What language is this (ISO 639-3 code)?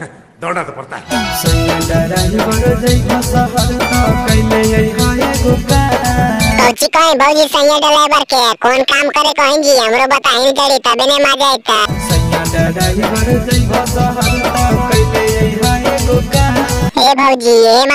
mag